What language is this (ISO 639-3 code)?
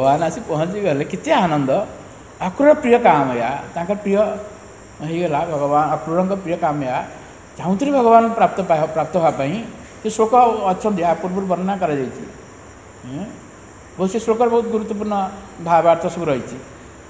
ori